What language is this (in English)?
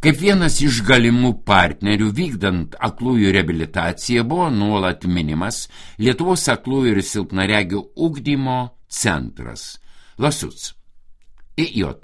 Lithuanian